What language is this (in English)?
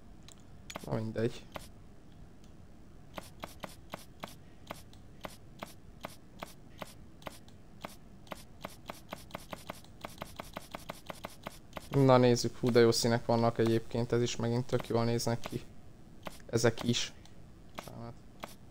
Hungarian